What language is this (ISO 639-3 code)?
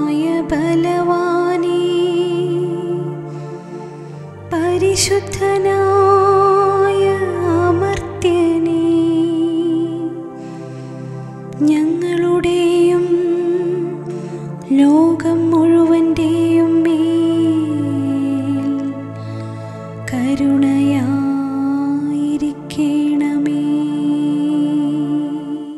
mal